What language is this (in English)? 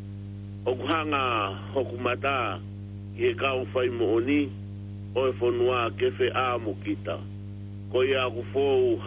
Tongan